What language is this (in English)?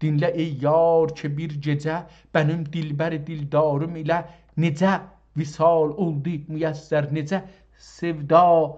South Azerbaijani